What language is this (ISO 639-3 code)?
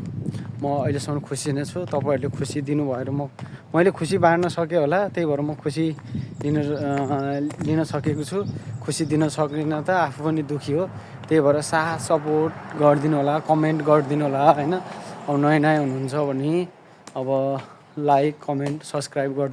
nep